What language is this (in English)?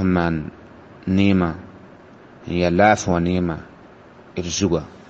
Mossi